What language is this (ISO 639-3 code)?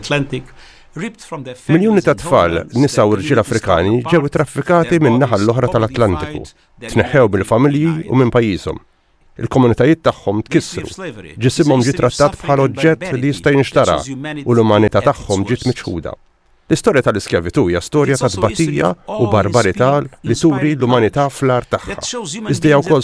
mlt